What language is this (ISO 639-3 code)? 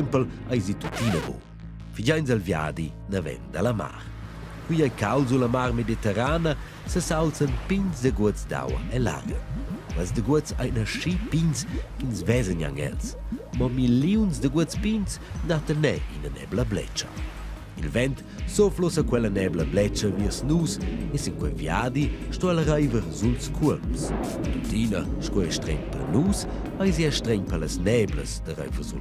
roh